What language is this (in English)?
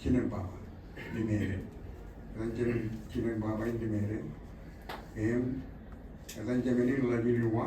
Marshallese